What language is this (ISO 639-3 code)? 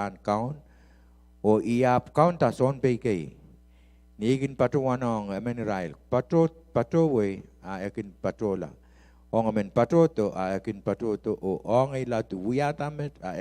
pon